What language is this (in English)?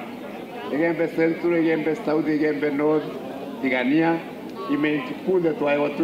Meru